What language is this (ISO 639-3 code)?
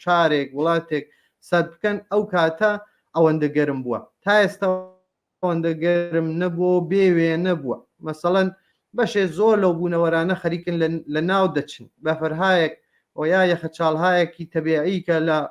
ckb